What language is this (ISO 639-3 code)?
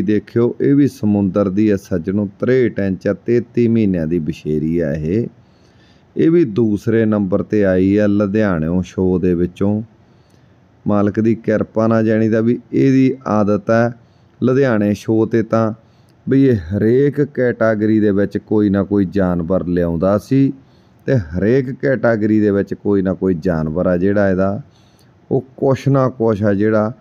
pan